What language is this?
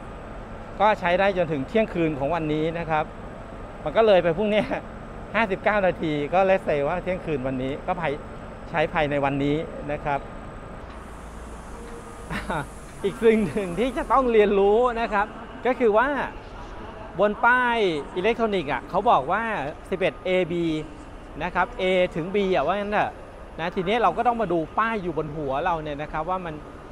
Thai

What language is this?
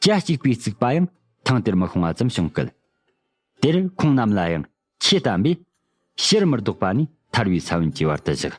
Tibetan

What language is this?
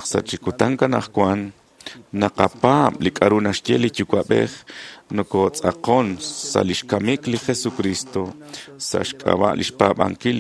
Kekchí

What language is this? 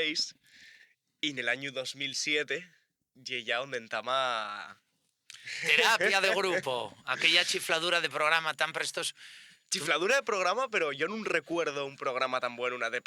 Asturian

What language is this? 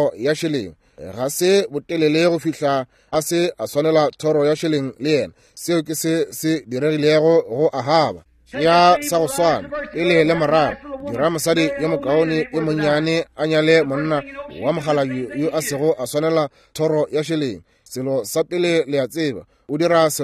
Northern Sotho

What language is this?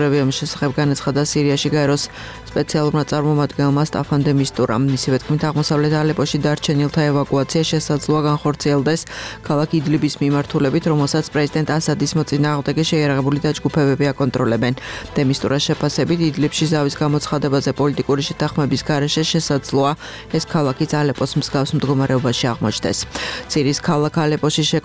Georgian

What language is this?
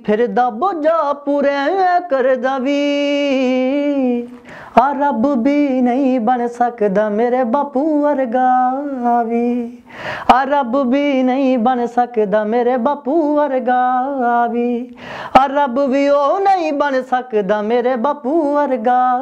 Punjabi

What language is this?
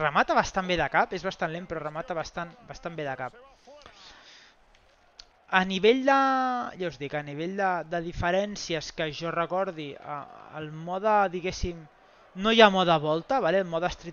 Catalan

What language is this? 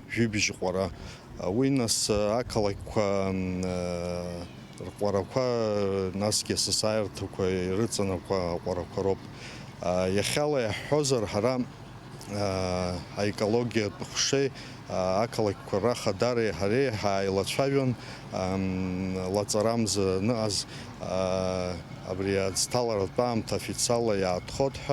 Abkhazian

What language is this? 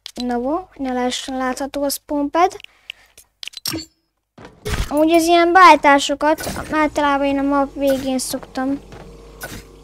Hungarian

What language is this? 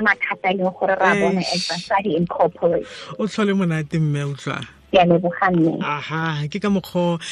Tswana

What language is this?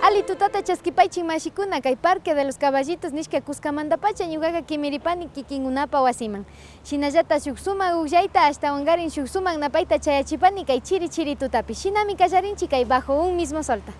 Imbabura Highland Quichua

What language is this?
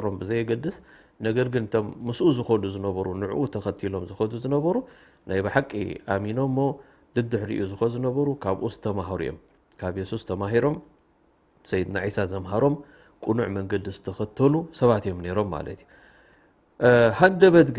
Tigrinya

